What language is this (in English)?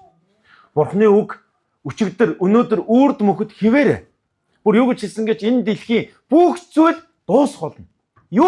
Mongolian